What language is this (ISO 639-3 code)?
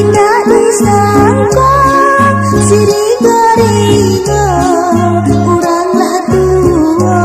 min